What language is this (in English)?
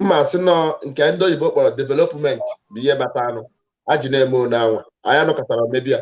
Igbo